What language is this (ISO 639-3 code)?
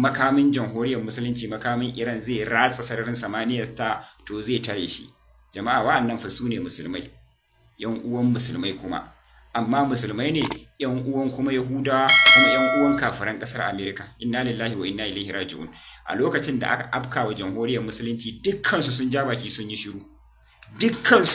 hau